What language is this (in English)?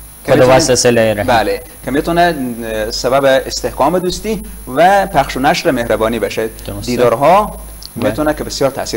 Persian